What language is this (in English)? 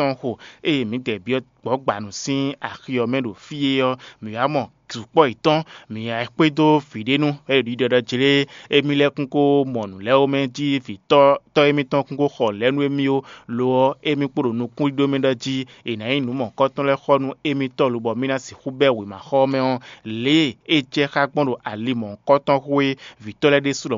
Fon